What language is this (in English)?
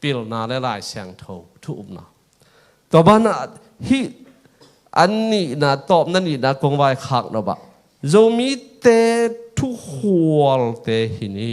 Tedim Chin